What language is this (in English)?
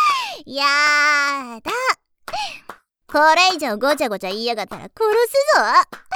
Japanese